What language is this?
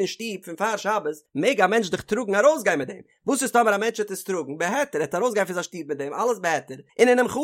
Yiddish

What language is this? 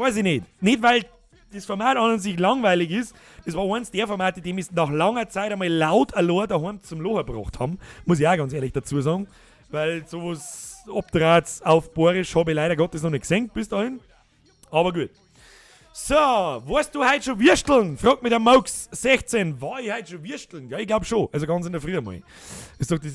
Bavarian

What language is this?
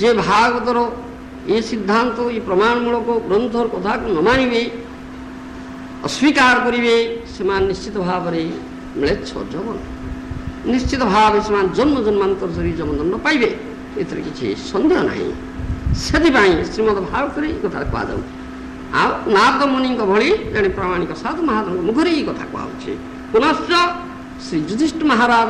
Odia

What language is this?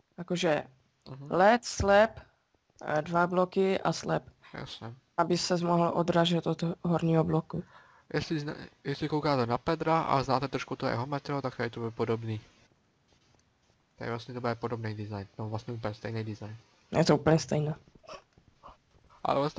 Czech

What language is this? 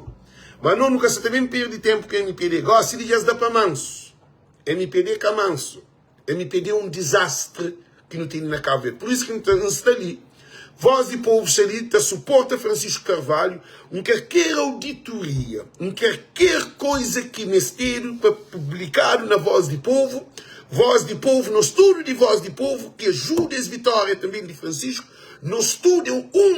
Kabuverdianu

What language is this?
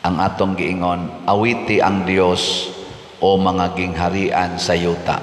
Cebuano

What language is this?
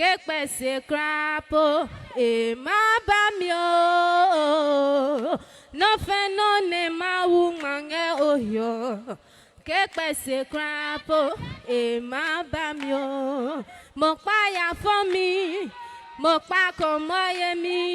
Adangme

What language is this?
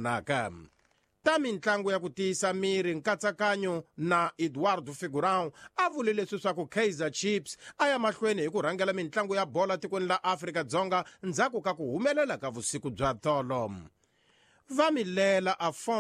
Tsonga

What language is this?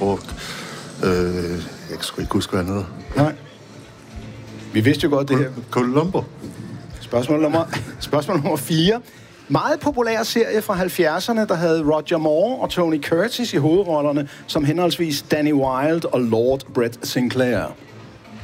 Danish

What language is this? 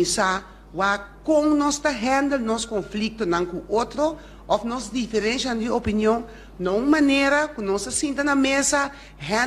Papiamento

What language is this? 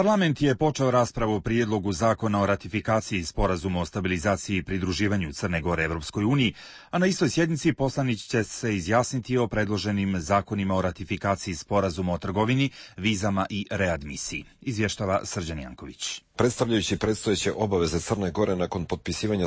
Croatian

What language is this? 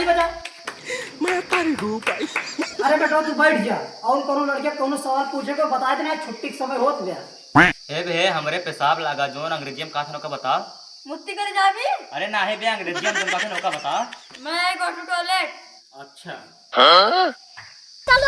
Awadhi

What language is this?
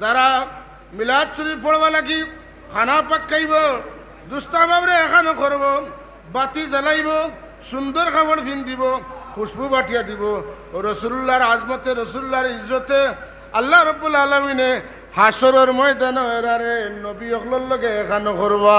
Sylheti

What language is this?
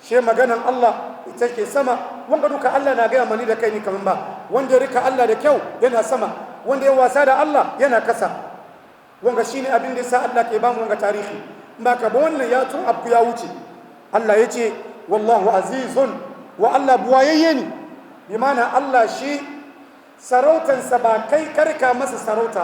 Hausa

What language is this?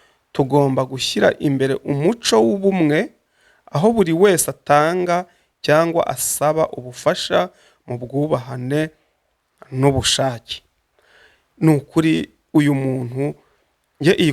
Kinyarwanda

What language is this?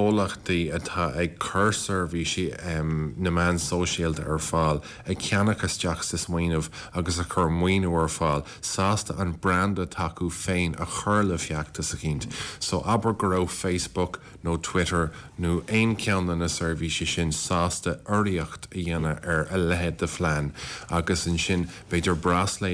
Irish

